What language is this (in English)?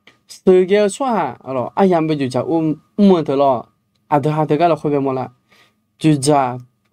Akha